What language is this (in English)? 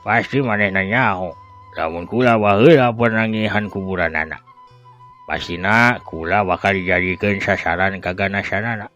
Sundanese